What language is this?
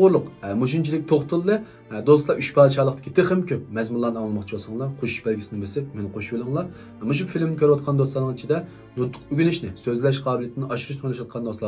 Uyghur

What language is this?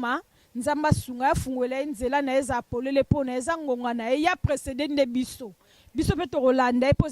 Lingala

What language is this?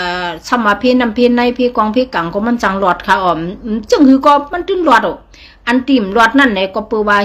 Shan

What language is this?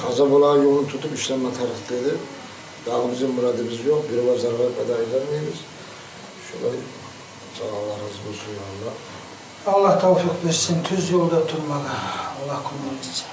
Kumyk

